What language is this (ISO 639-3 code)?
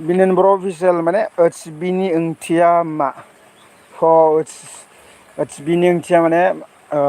brx